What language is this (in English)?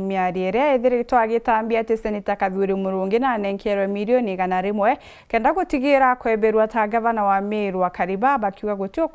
Meru